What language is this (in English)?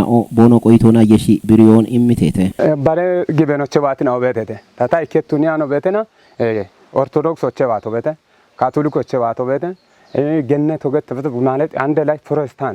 Kafa